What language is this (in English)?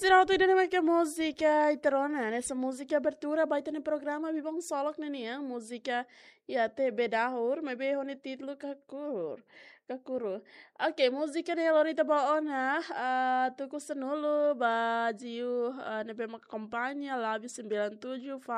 Tetum